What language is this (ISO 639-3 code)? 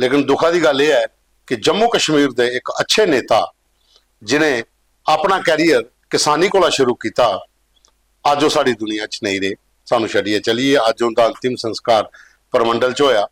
doi